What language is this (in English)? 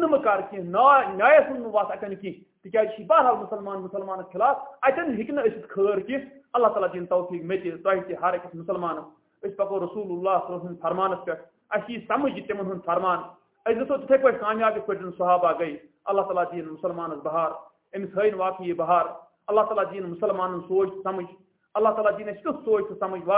Kashmiri